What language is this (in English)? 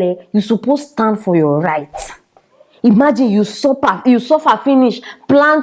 Nigerian Pidgin